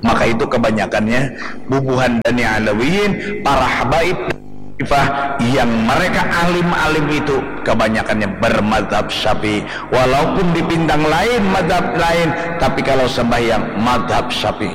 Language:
Banjar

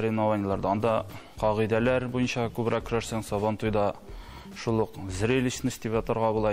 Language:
Tatar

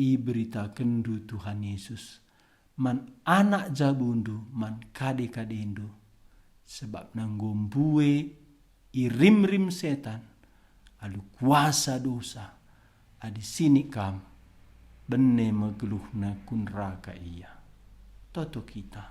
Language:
Batak Karo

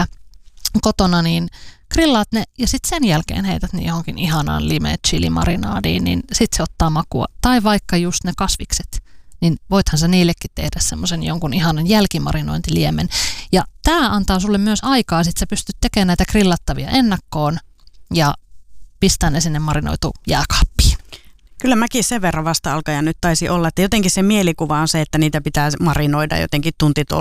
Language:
Finnish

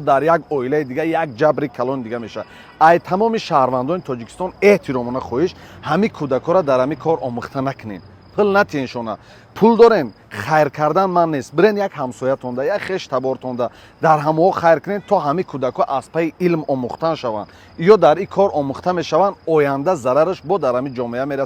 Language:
Tajik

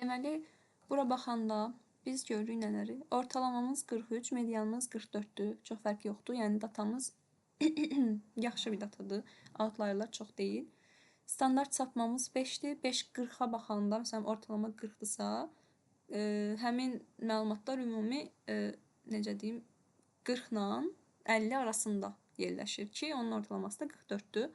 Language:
Azerbaijani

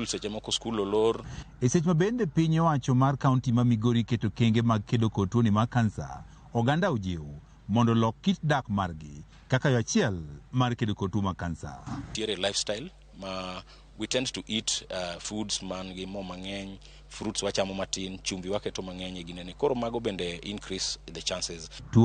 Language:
Luo (Kenya and Tanzania)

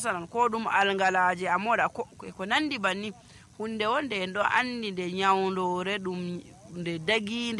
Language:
Nigerian Fulfulde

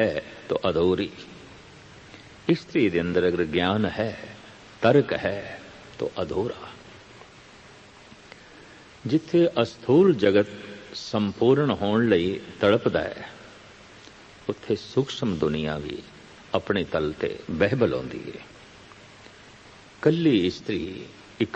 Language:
Punjabi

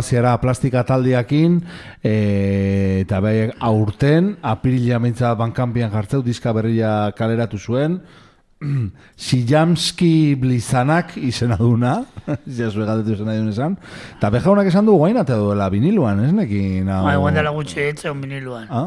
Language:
Basque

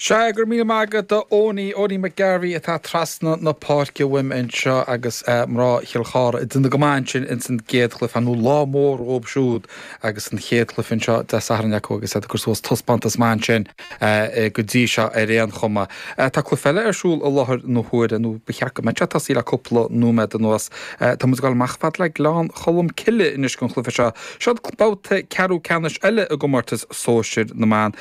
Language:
Irish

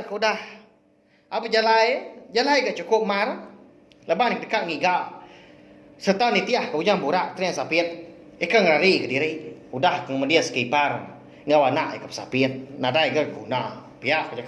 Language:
Iban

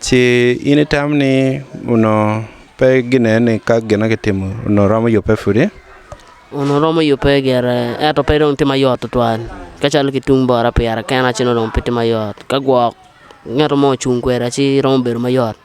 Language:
Acoli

